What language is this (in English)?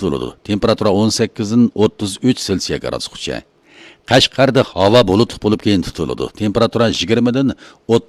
Uyghur